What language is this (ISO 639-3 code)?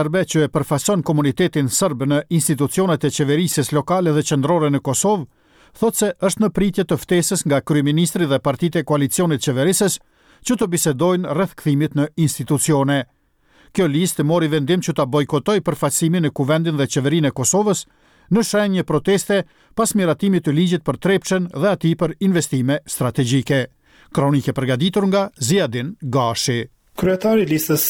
sqi